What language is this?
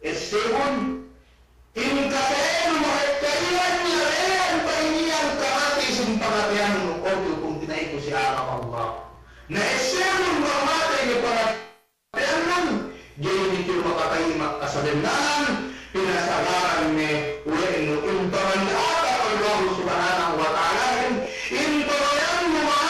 Yakan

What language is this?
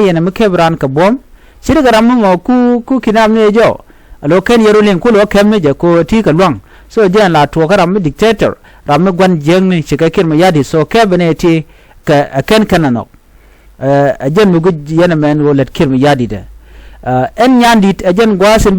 Nuer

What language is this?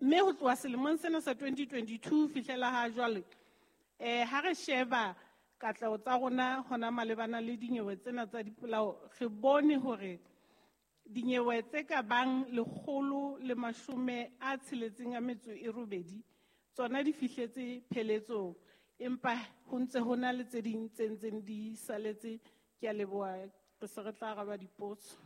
Southern Sotho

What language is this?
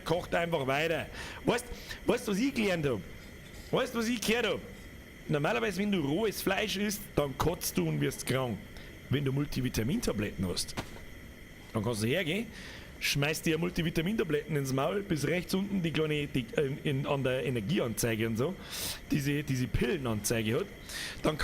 Bavarian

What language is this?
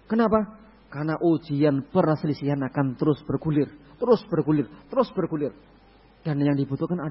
Indonesian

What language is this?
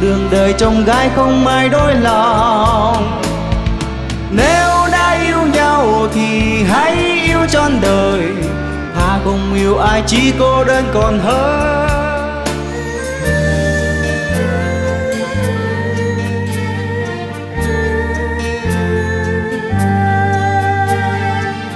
Vietnamese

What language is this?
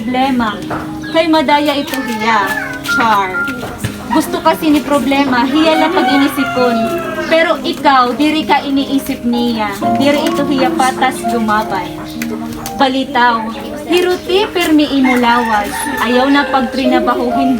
Waray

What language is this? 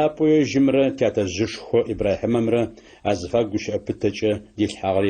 Adyghe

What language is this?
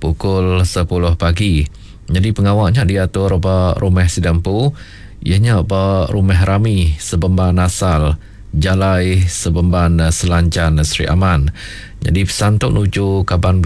Iban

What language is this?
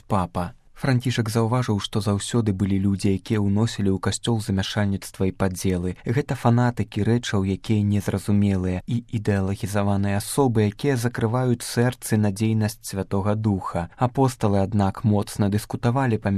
Belarusian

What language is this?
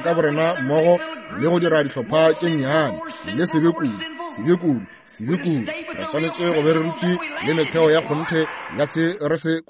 Northern Sotho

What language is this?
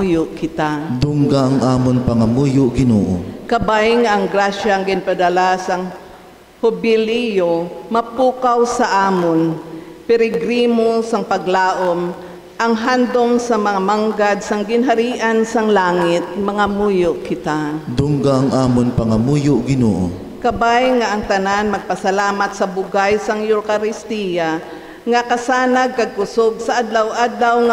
Hiligaynon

